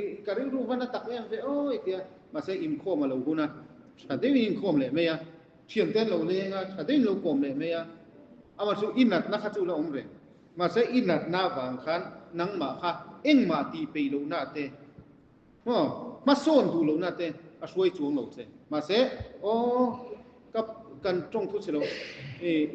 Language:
Mizo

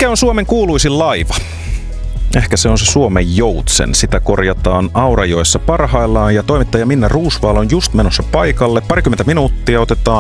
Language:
Finnish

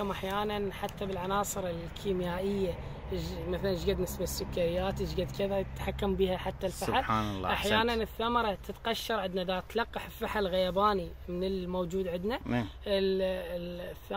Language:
Mesopotamian Arabic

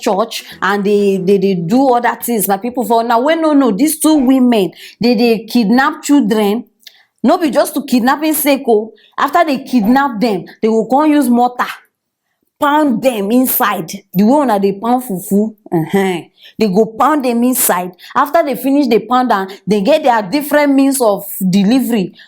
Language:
Nigerian Pidgin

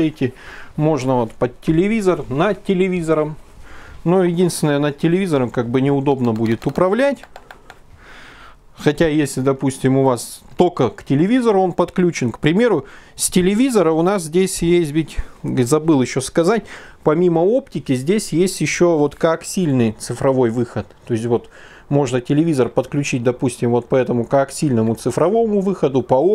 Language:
Russian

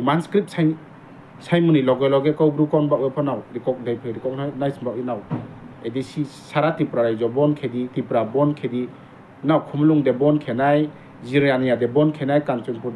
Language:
Riang (India)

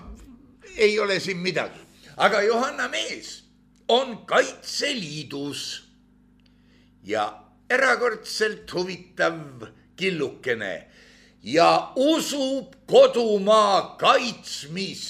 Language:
Estonian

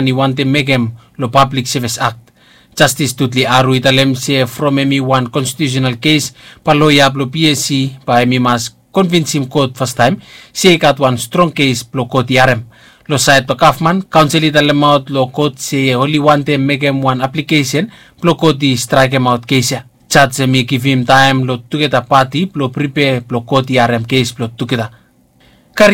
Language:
Bislama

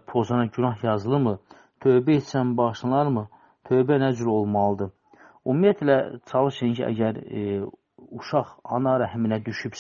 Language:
Azerbaijani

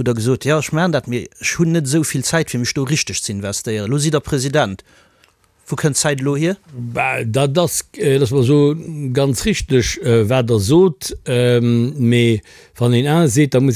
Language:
Luxembourgish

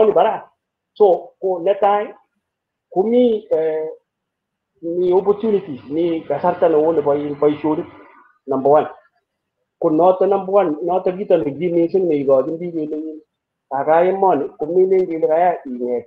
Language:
Kalenjin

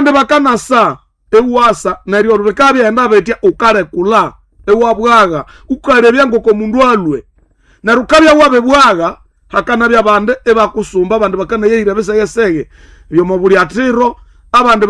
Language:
Nande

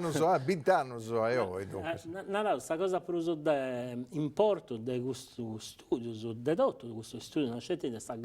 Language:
Sardinian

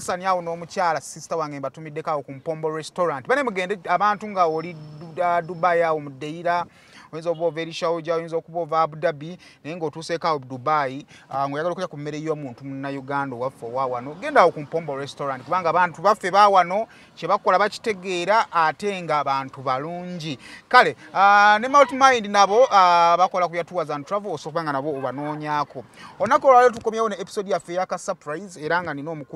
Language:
Ganda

